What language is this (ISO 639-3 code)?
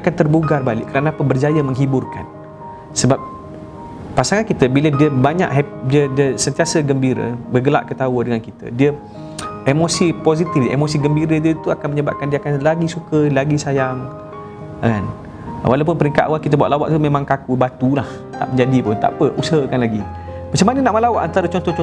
msa